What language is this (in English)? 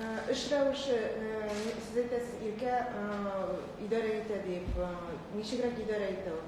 Tatar